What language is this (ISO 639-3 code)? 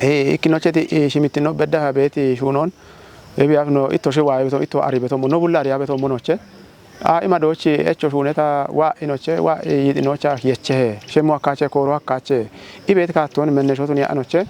kbr